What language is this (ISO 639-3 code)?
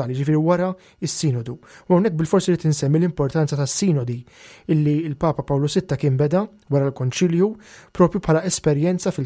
mlt